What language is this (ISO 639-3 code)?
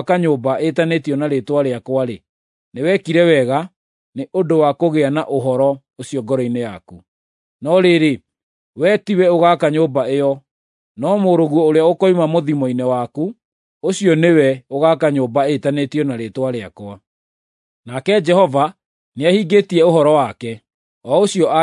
kik